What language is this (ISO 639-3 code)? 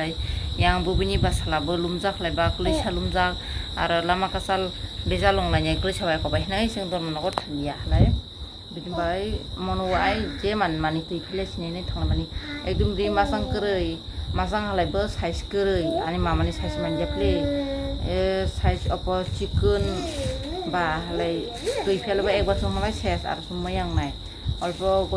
trp